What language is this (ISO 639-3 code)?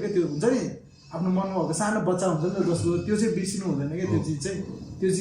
nep